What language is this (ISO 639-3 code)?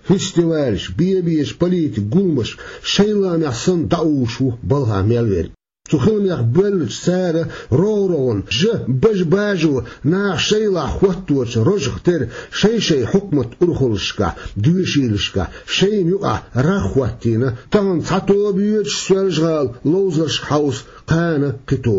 che